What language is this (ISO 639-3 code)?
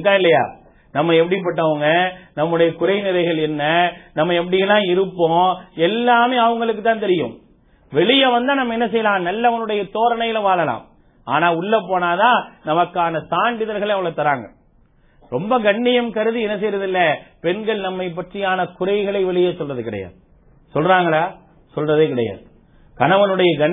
tam